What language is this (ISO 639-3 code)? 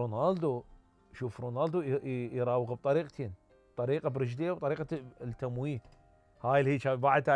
acm